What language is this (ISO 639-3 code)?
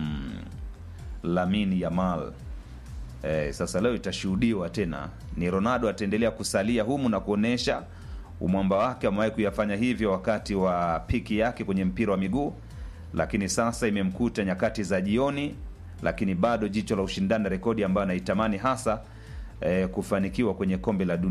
swa